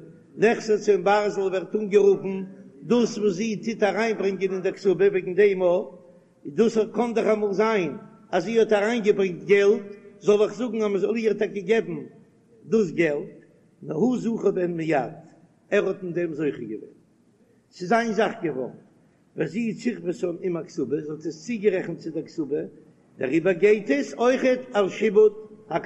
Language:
Yiddish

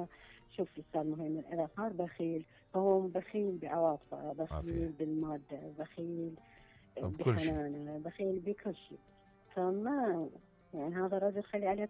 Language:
Mesopotamian Arabic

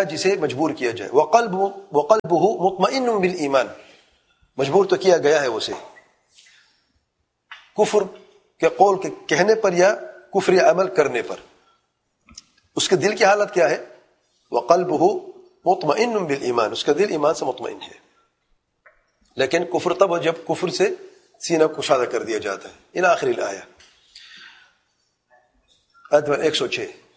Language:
Urdu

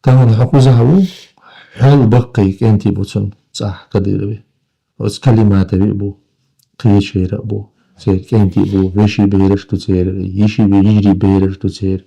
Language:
Chechen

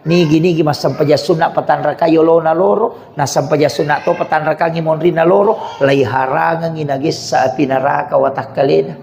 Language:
Buginese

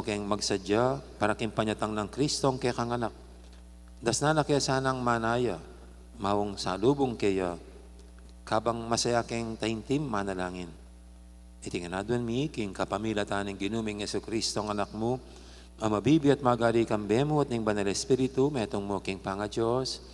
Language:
Pampanga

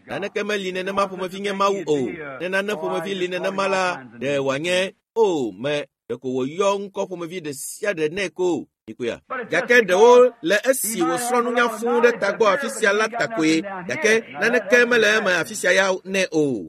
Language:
Ewe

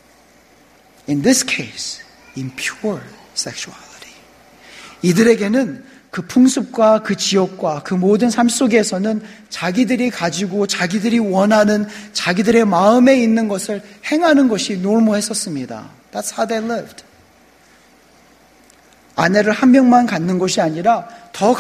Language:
Korean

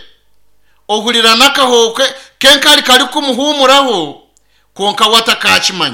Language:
Nyankole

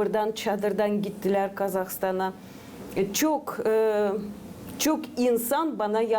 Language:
Gagauz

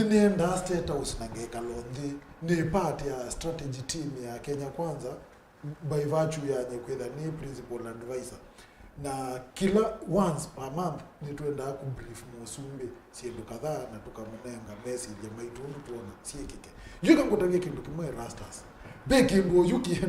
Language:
Kamba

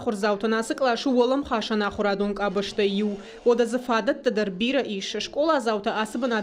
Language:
Ossetic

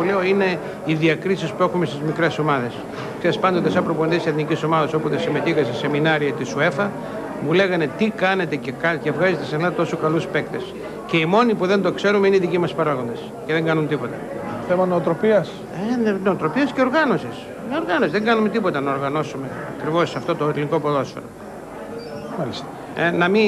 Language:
Greek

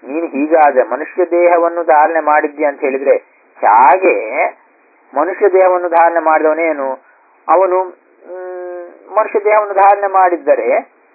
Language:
Kannada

